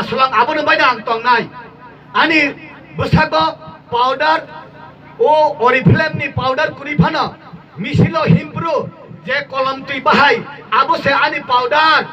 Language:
Kok Borok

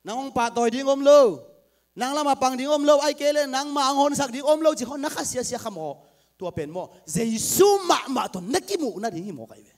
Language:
Tedim Chin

